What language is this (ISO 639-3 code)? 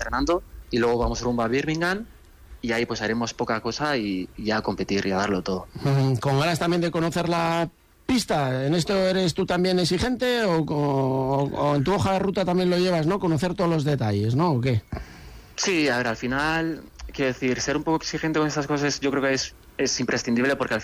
spa